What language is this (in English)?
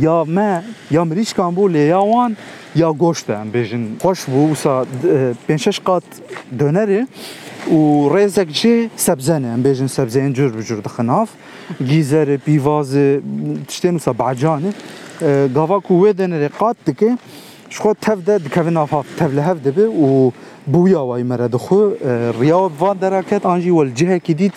Kurdish